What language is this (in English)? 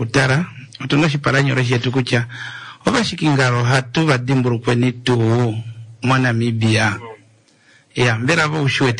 Kuanyama